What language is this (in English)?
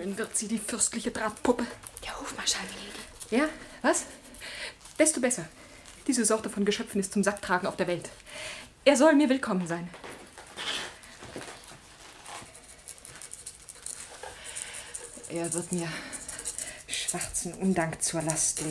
German